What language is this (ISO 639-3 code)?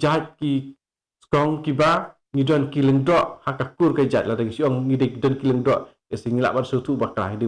kha